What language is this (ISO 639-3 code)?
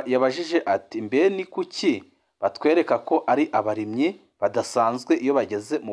run